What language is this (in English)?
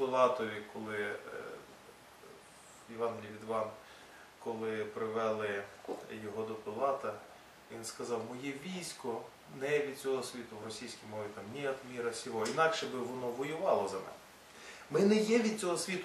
Ukrainian